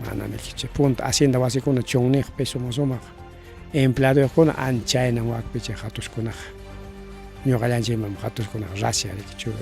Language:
Ayacucho Quechua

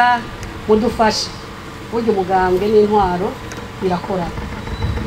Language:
Rundi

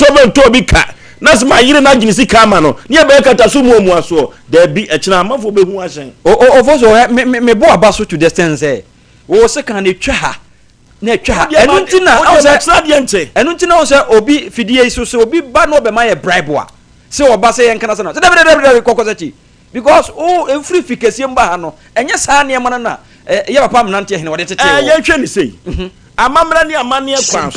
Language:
Akan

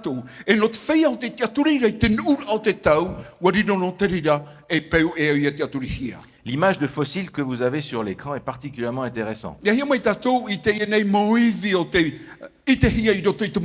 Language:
Tahitian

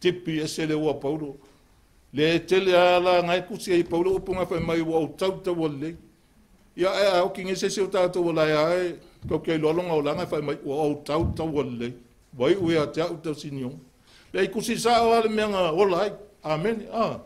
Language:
Samoan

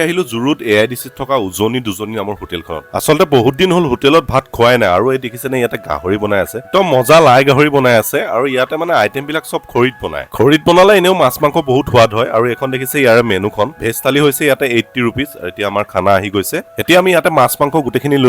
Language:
Assamese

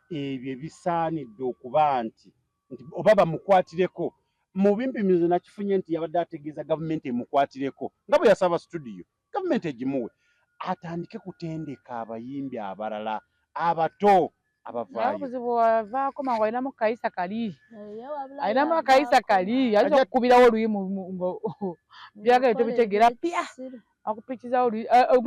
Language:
Ganda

